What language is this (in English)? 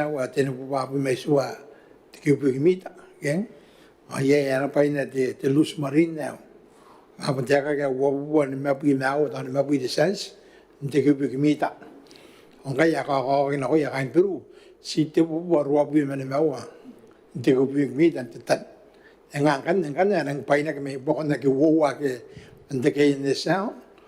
Gilbertese